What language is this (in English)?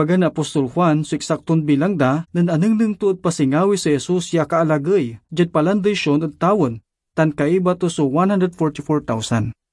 Pangasinan